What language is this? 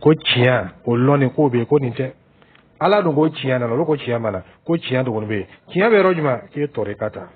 Dyula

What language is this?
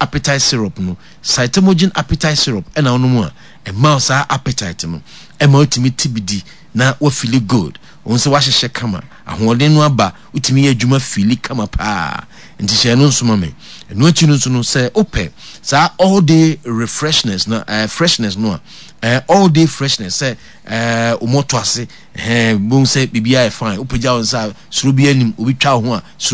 Akan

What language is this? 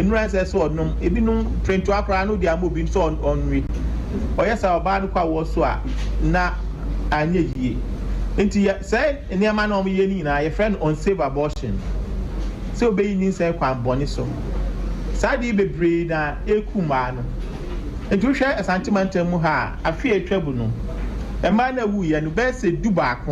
Akan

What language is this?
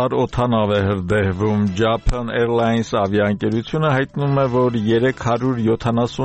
Armenian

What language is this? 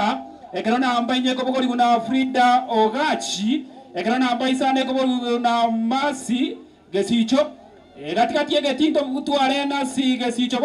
Gusii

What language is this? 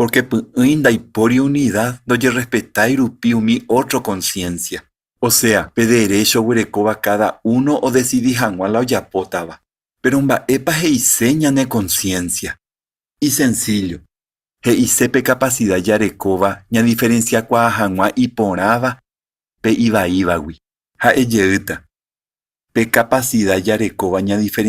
Guarani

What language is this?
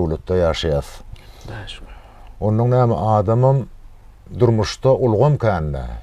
Turkmen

